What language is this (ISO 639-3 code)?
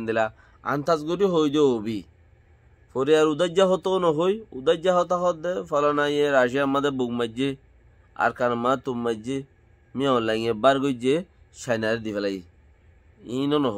rhg